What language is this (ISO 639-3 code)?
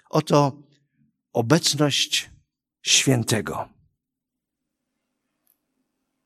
pol